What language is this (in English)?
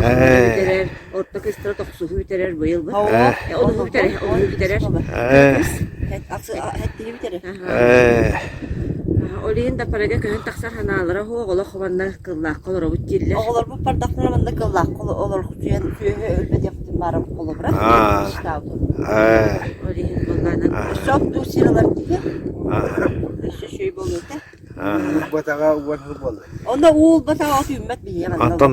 Yakut